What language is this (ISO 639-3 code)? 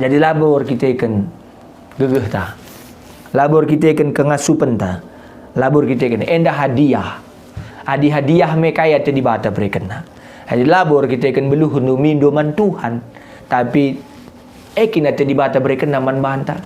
btx